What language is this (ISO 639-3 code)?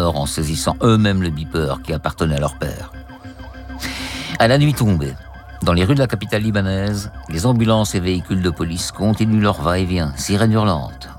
fra